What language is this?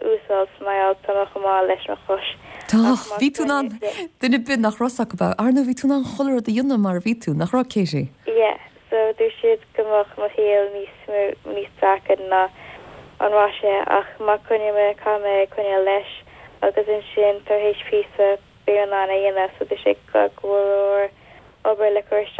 Irish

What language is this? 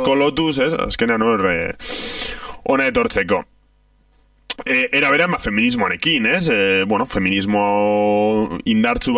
Basque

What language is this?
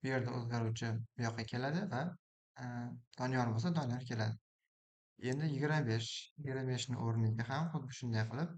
Uzbek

